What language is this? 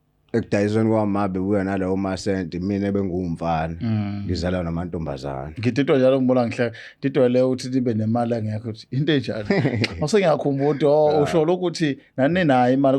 Zulu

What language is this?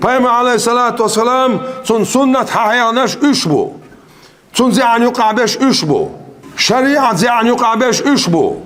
Chechen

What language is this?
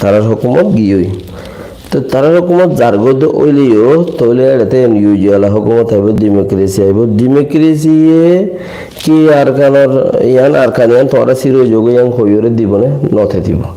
Rohingya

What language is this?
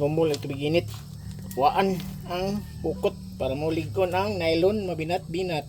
Cebuano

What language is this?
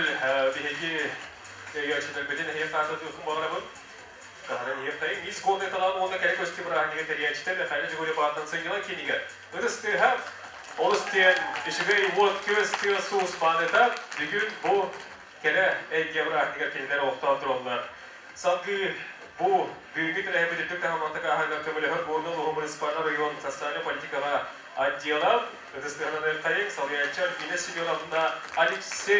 Yakut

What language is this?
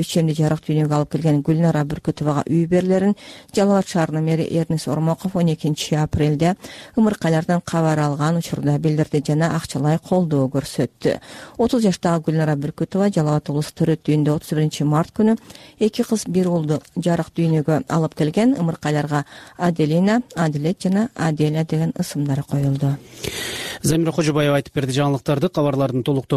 Kyrgyz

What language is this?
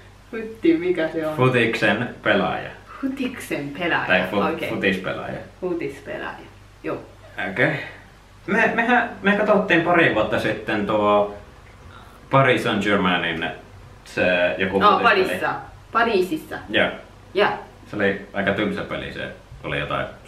Finnish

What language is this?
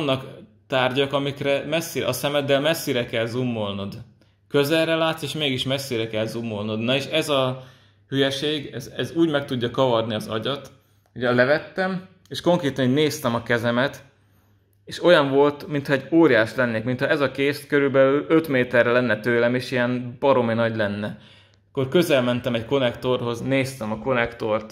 Hungarian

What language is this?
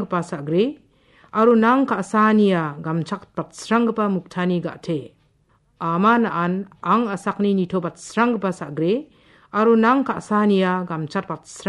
Garo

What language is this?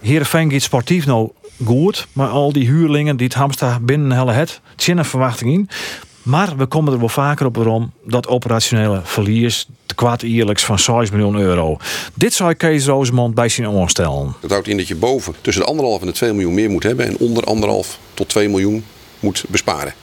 Western Frisian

